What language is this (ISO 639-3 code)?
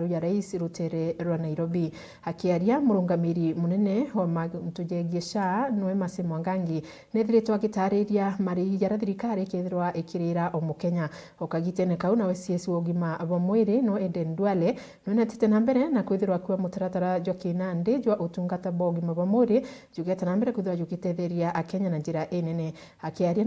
mer